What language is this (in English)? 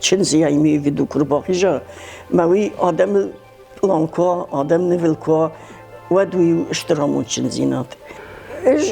Ossetic